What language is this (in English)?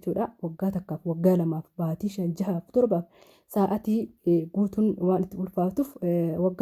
Oromo